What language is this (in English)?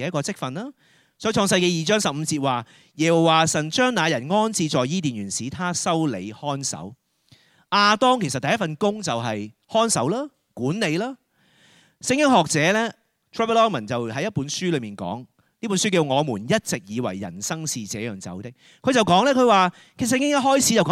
Cantonese